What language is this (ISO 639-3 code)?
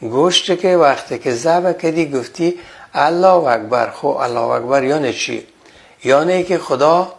fas